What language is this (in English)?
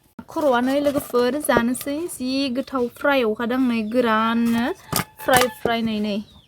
Bodo